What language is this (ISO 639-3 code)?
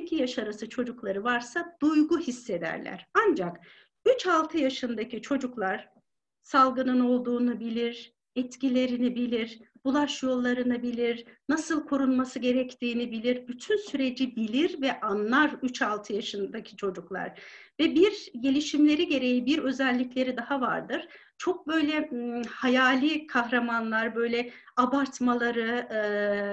tur